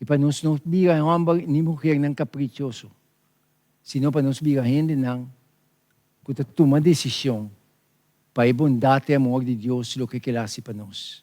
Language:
Papiamento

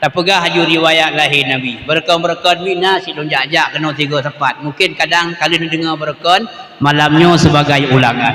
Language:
Achinese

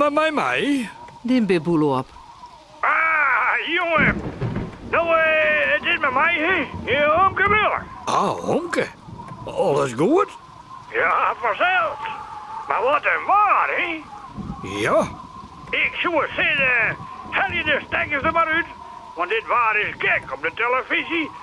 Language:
Western Frisian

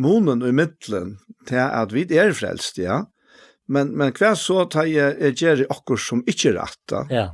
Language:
Faroese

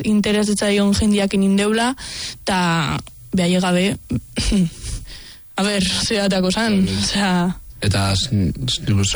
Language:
Basque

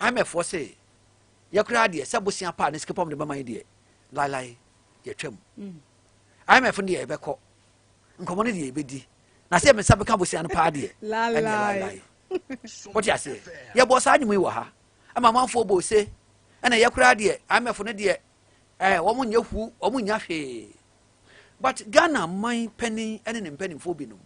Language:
Akan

